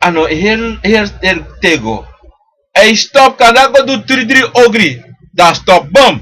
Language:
Sranan Tongo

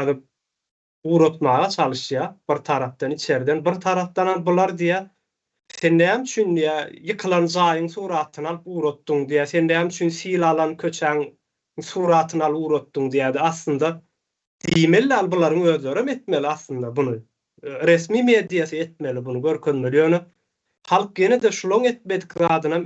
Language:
Turkmen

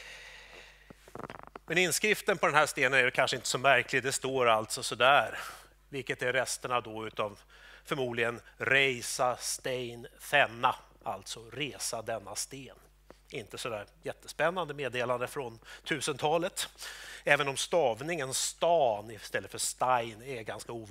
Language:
Swedish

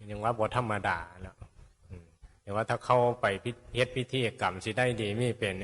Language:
Northeastern Thai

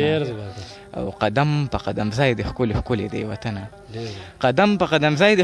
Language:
Pashto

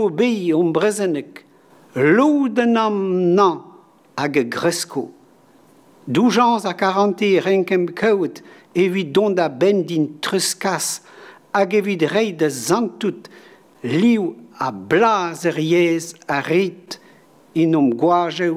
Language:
Breton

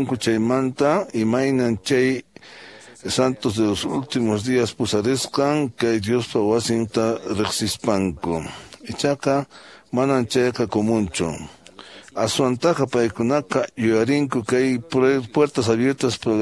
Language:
Quechua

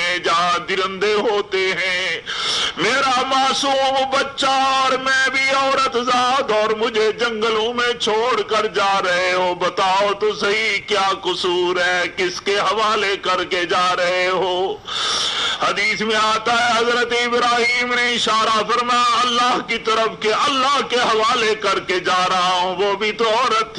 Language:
Urdu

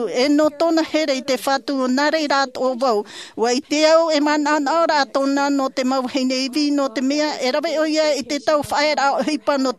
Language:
Tahitian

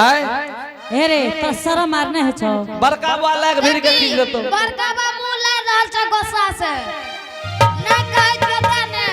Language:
Angika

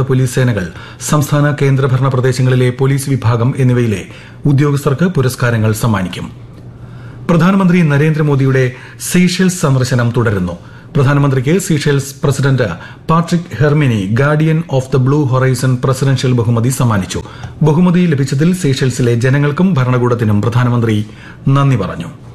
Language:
Malayalam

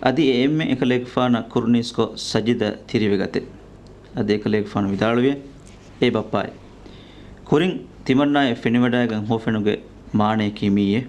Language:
Divehi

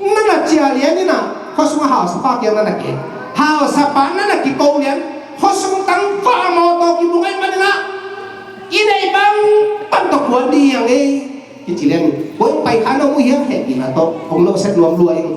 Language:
Tedim Chin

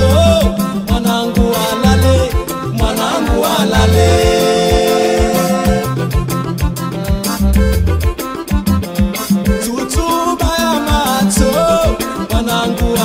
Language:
Swahili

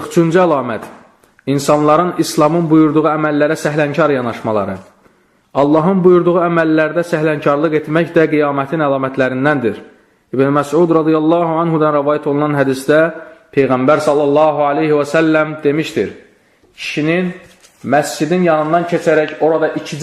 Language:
Azerbaijani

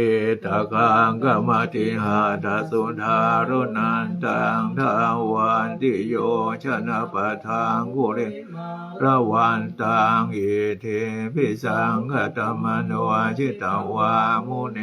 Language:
Pali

